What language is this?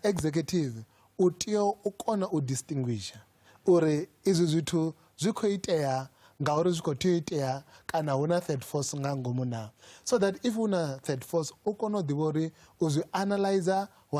Venda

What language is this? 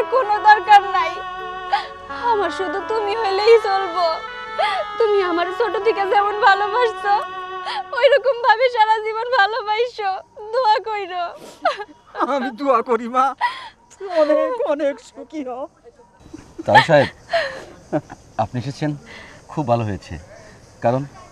Bangla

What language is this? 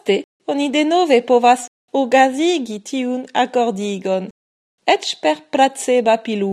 Esperanto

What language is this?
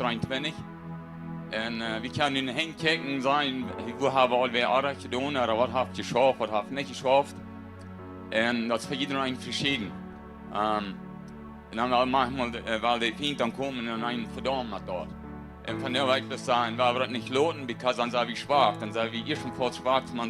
Plautdietsch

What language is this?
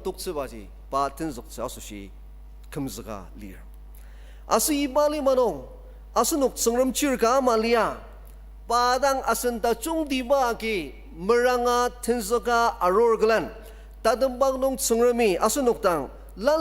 Ao Naga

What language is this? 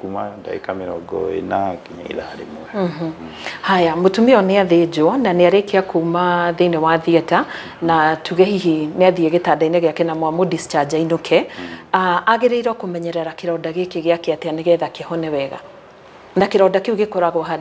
Kikuyu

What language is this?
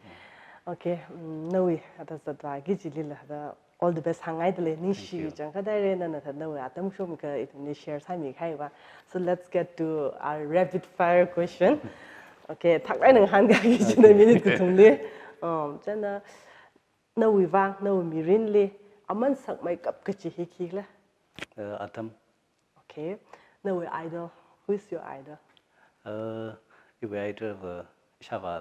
Tangkhul Naga (India)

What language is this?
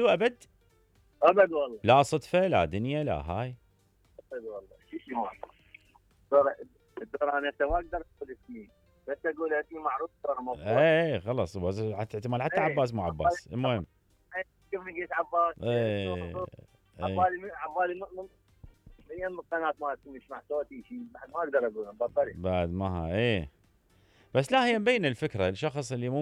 Mesopotamian Arabic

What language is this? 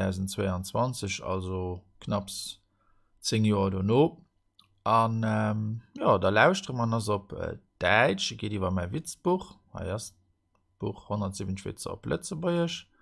Luxembourgish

